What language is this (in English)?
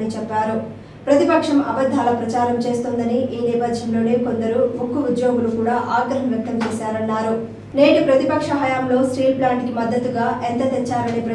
Telugu